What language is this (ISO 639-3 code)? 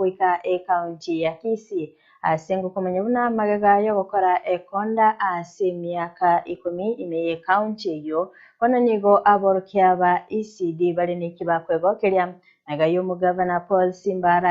guz